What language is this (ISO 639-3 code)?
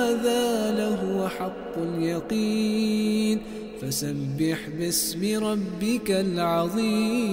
ara